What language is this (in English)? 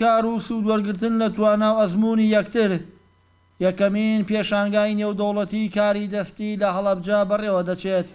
Central Kurdish